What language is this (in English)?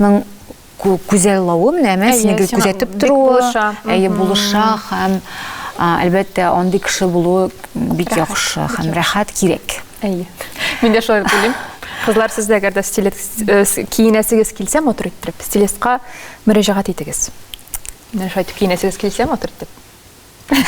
Tatar